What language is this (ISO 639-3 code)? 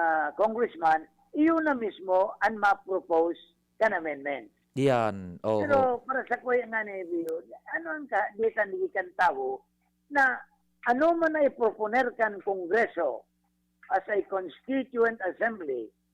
bik